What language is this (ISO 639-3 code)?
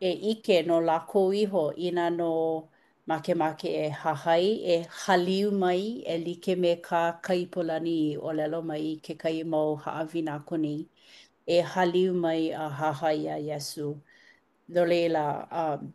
haw